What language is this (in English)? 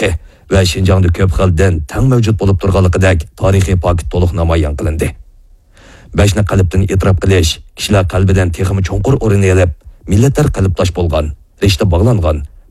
Uyghur